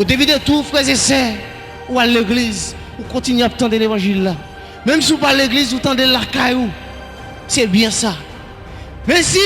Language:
Haitian Creole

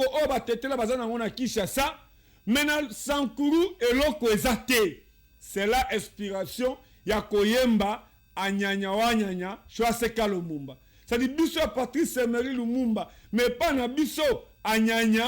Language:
Lingala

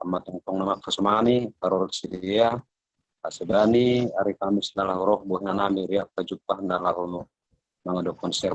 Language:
Batak Simalungun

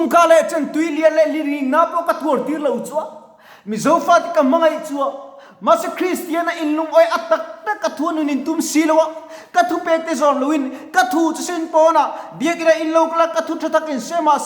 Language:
Mizo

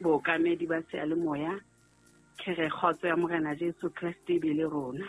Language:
Southern Sotho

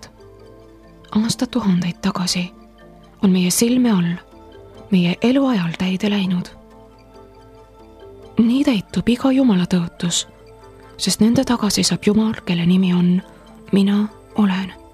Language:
Estonian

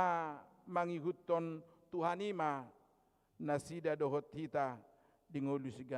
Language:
Batak Toba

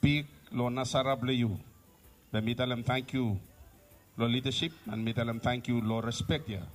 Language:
Bislama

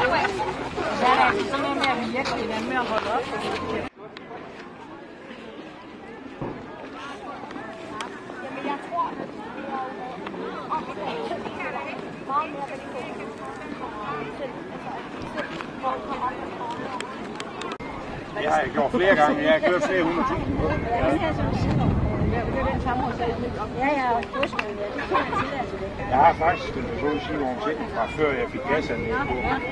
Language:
Danish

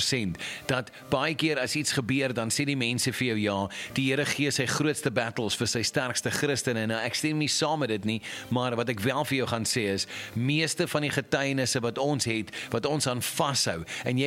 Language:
Afrikaans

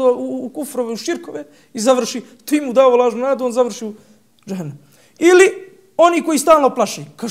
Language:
Bosnian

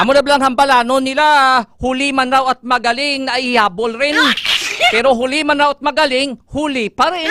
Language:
Hiligaynon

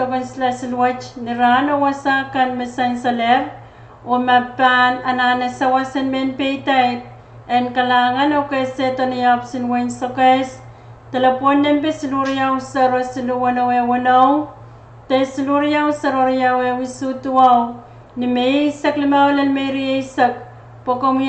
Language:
Pohnpeian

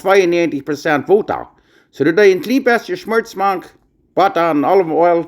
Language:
Plautdietsch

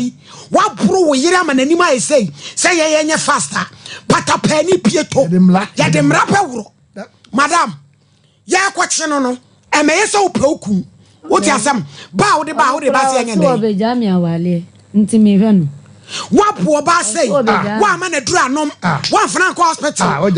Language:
Akan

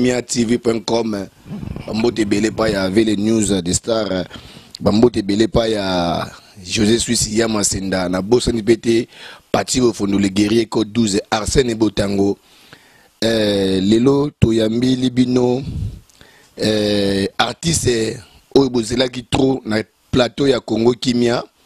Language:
Lingala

